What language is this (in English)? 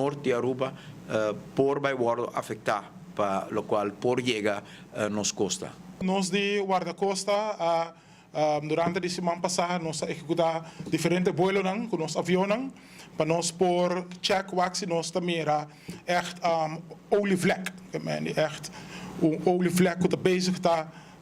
Papiamento